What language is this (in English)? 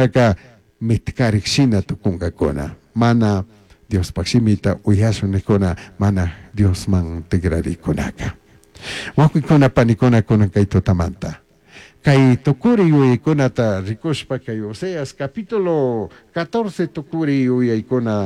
Chimborazo Highland Quichua